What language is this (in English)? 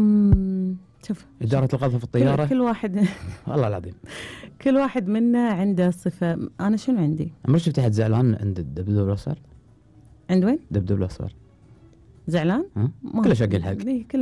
Gulf Arabic